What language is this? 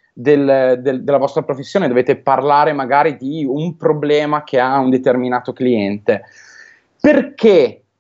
Italian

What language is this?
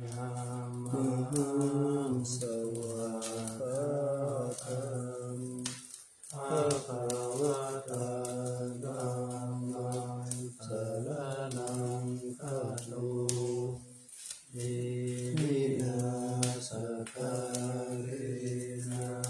Pali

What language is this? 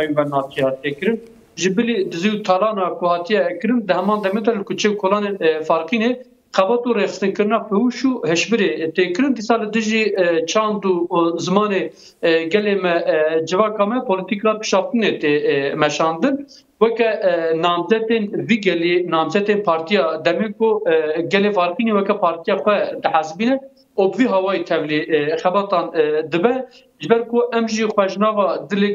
Kurdish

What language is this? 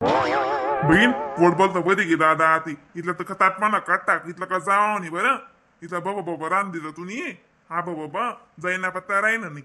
Khandesi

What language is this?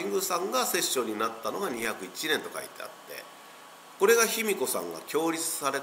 Japanese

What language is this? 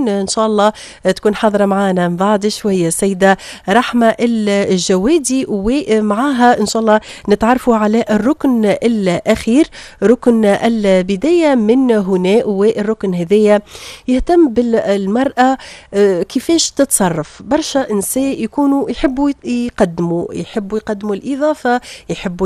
Tunisian Arabic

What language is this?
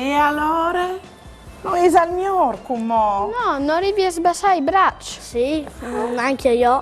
Friulian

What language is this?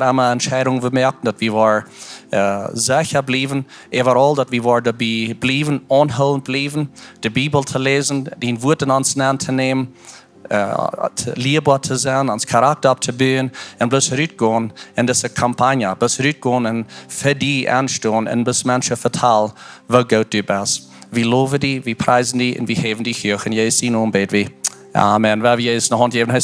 Plautdietsch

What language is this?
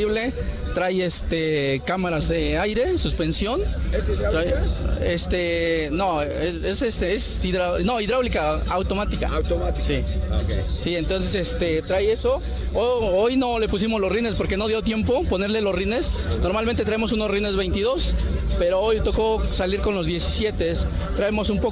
Spanish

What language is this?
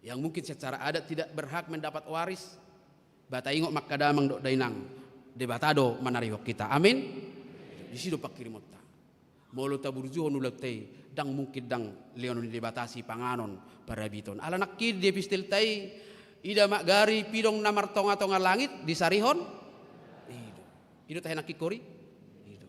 Batak Toba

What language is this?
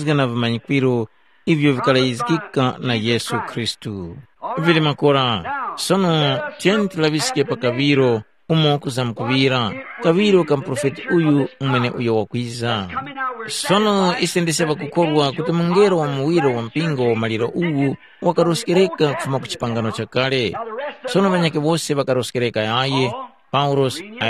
Tumbuka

